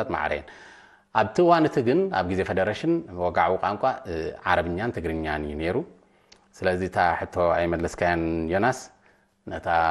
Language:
Tigrinya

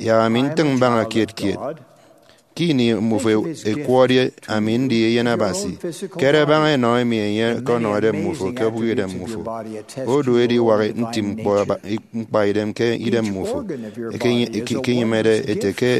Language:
Efik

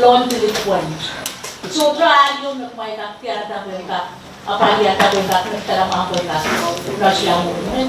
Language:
Pohnpeian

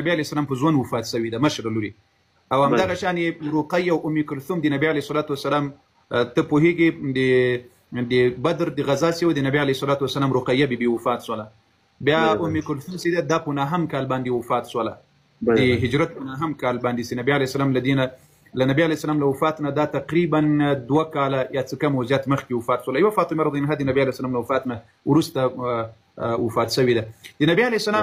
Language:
Pashto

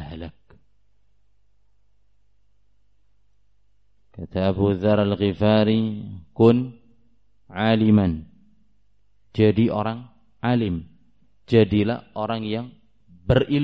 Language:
Indonesian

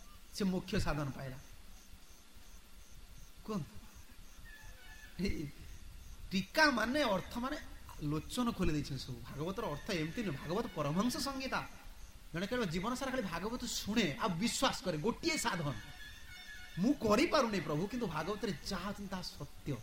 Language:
Odia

